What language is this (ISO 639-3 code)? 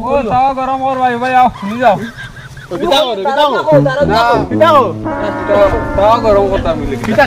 syl